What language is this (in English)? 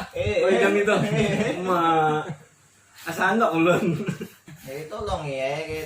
Banjar